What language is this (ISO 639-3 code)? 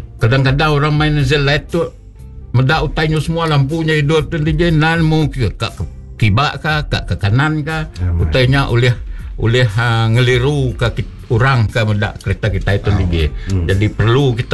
iba